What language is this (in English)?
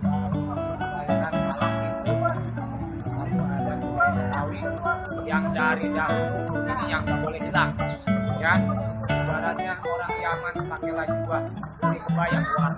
Betawi